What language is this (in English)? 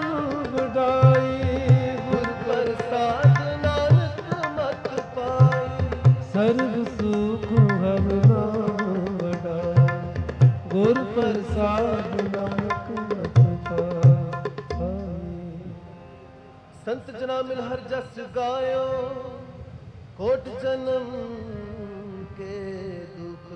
Punjabi